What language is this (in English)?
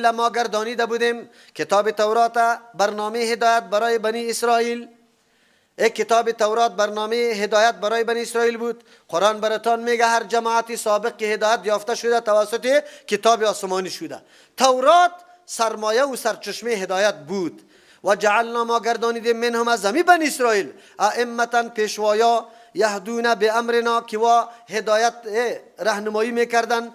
Persian